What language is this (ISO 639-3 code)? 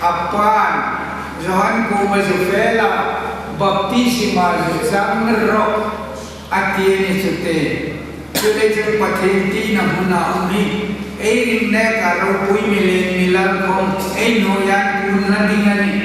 hmr